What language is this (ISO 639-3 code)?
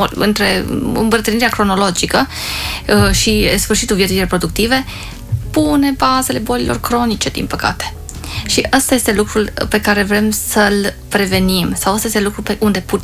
ron